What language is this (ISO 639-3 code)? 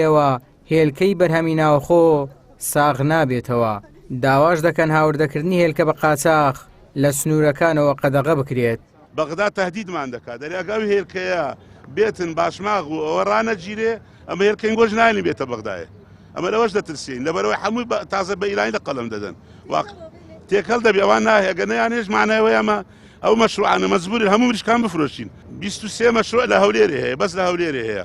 ckb